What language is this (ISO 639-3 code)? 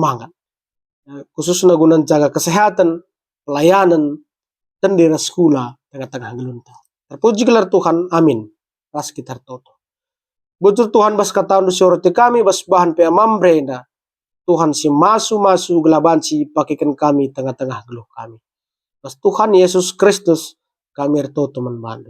btx